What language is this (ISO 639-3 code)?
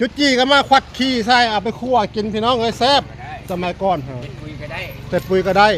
tts